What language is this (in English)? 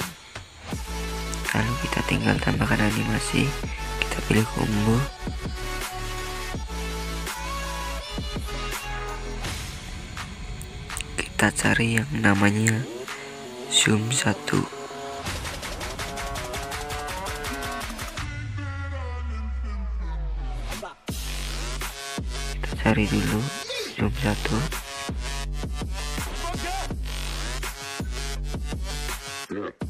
Indonesian